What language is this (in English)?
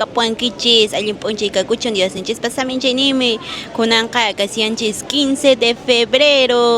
Quechua